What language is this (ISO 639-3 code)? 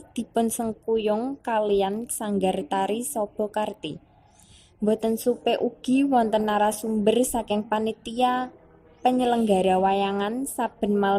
jav